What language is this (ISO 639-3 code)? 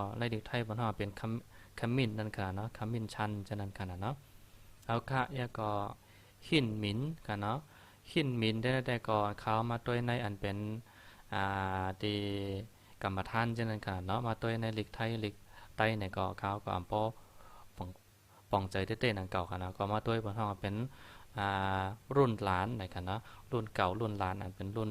shn